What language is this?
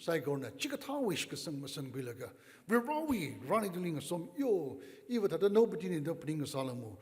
Tangkhul Naga (India)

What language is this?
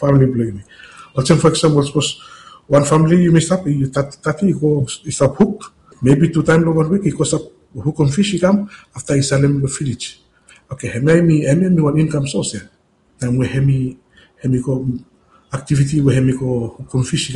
Bislama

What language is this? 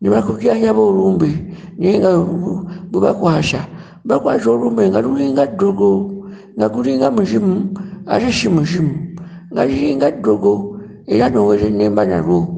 Ganda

